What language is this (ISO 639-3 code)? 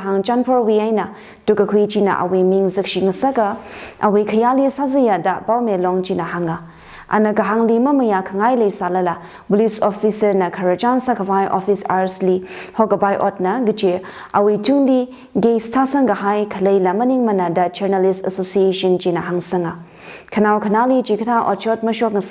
nmf